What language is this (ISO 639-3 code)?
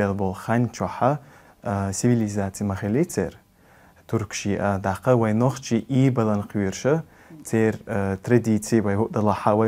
che